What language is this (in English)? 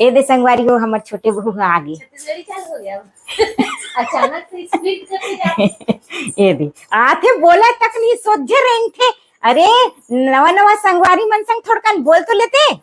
Chhattisgarhi